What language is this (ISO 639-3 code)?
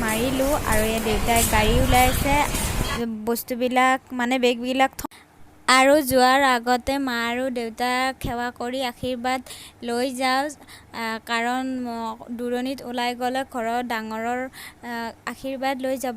asm